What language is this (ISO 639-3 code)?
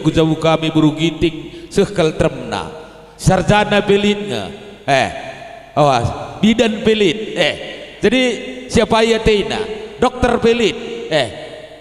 btx